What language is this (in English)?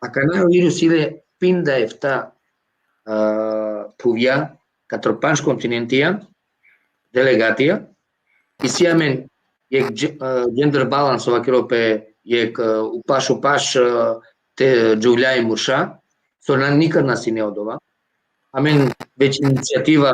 Balkan Romani